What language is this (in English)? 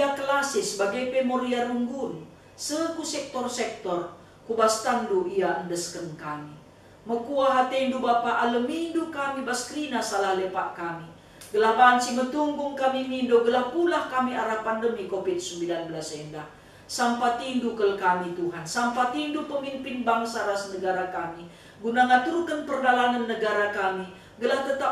Batak Karo